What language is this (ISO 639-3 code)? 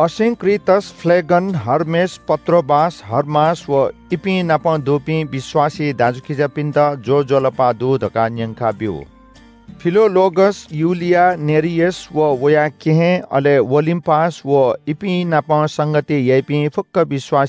new